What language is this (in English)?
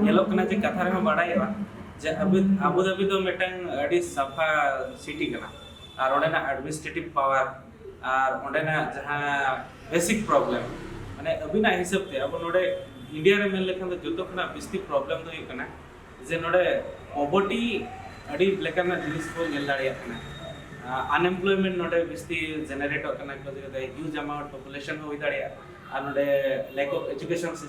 Santali